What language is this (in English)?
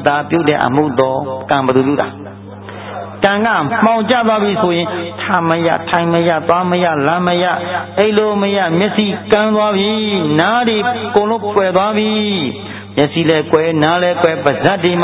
Burmese